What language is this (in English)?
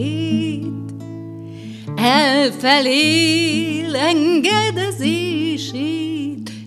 Hungarian